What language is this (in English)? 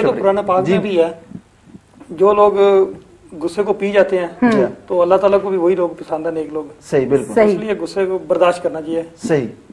Urdu